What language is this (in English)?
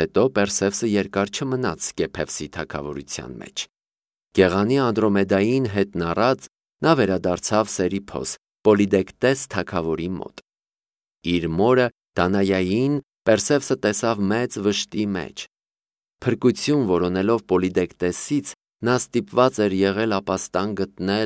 Armenian